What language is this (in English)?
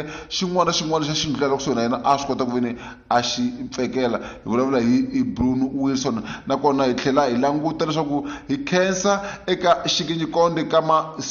Tsonga